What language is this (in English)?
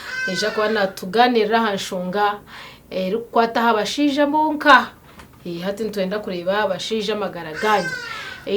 Nyankole